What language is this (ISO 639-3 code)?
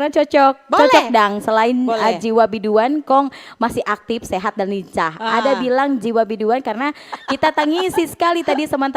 xmm